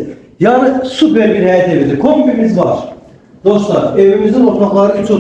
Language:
Azerbaijani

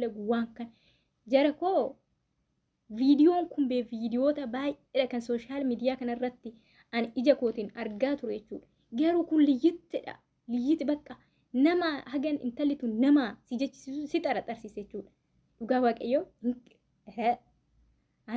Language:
Oromo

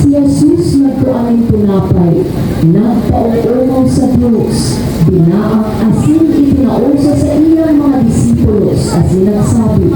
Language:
Bikol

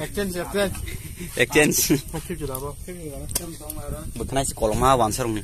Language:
Kok Borok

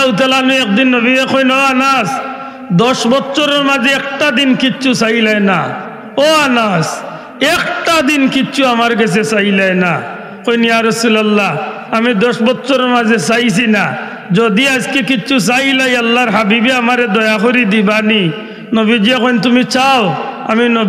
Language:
Sylheti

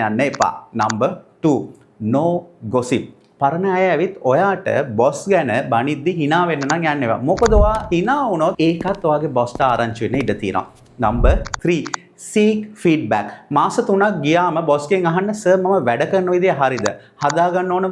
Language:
Sinhala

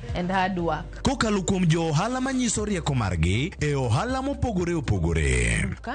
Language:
Luo (Kenya and Tanzania)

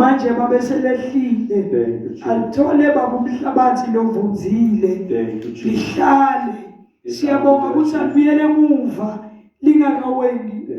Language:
Zulu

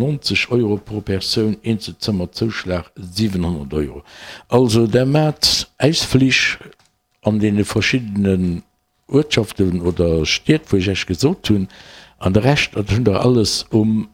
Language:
Luxembourgish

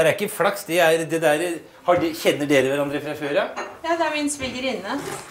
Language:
Norwegian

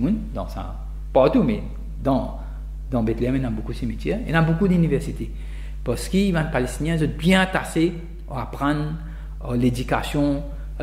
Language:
Morisyen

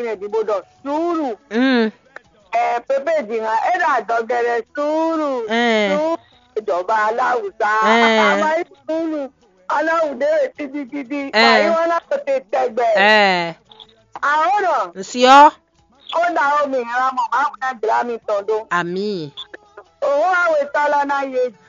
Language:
Fon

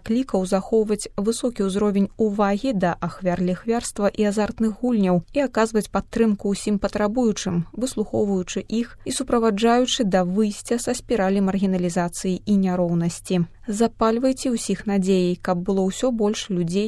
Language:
Belarusian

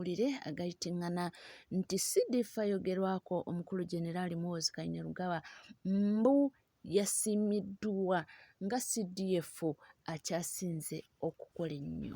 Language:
Ganda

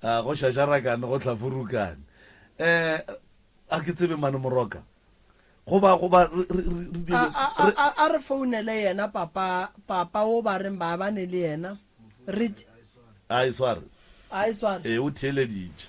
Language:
Northern Sotho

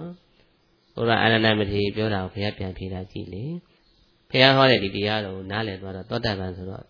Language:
Burmese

